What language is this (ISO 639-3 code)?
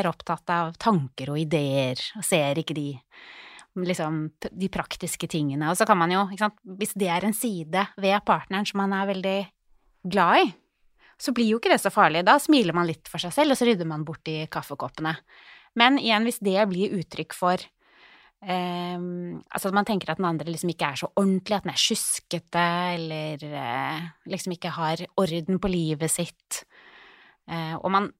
nor